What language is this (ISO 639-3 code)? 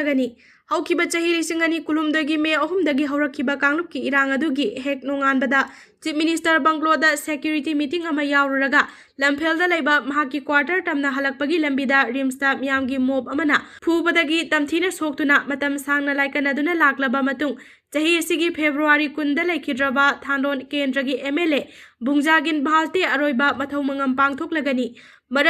mni